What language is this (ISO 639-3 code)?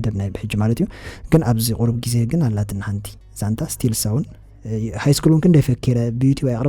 tir